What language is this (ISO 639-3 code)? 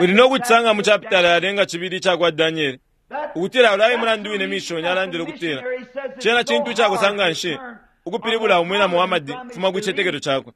bem